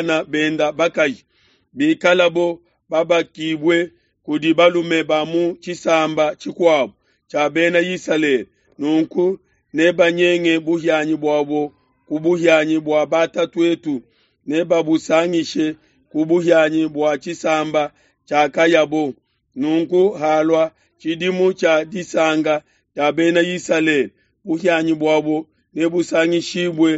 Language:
Luba-Lulua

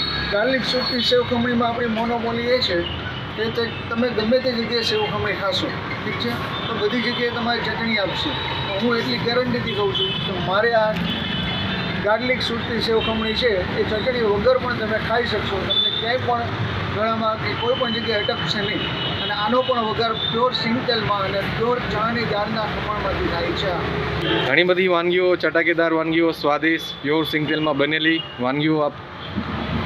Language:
Gujarati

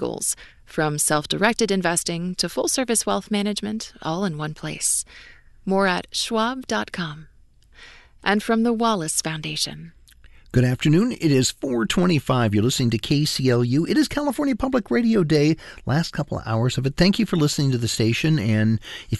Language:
English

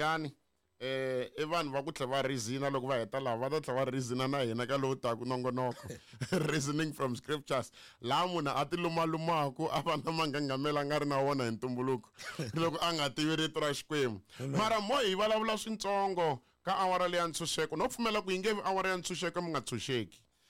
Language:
Tsonga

